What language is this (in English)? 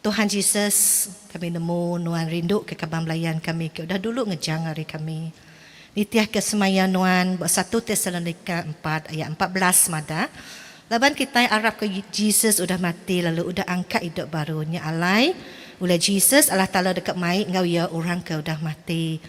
Iban